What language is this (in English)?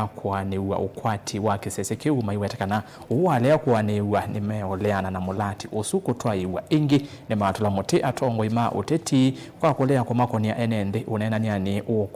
Kamba